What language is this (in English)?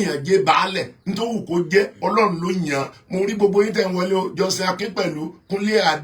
Yoruba